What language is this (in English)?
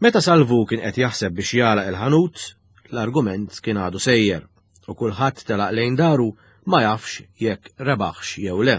Maltese